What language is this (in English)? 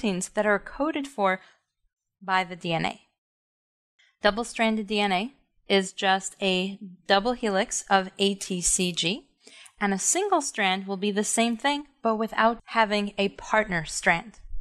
English